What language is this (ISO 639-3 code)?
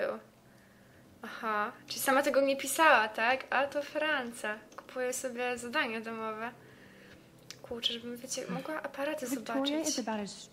pol